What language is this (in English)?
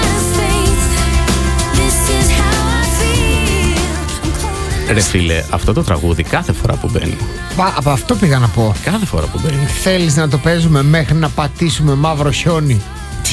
Greek